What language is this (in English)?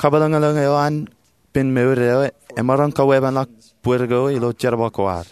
Marshallese